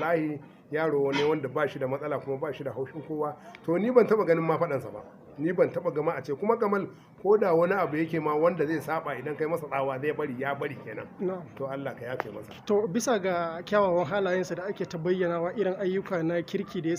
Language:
Hausa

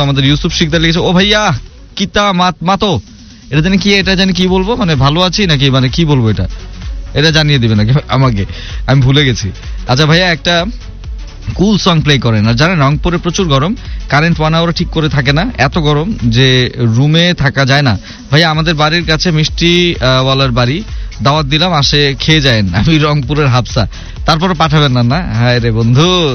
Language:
Bangla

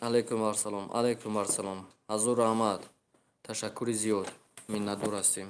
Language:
Tajik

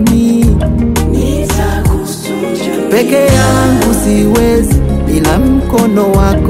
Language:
Swahili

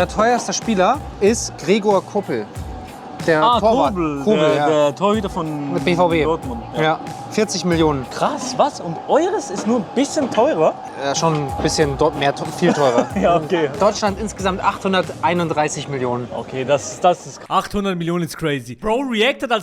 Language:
Swiss German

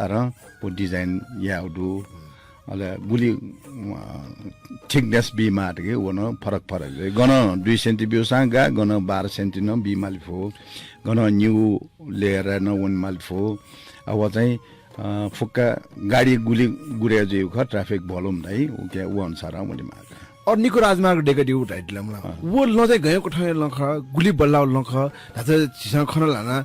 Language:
Newari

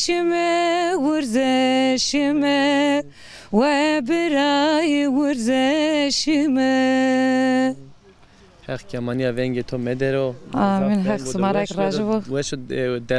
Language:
Zaza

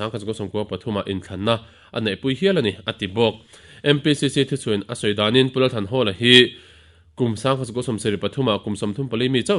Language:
Mizo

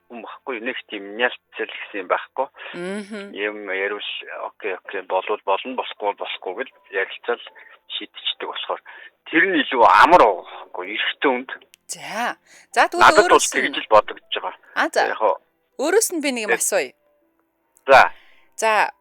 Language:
Mongolian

